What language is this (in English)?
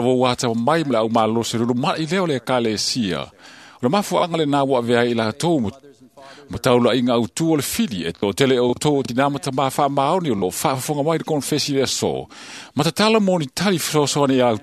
Samoan